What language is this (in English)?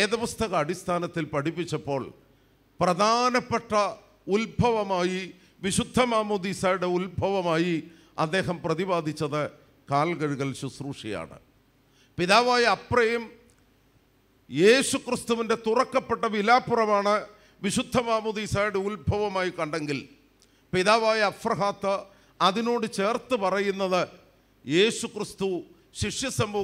Malayalam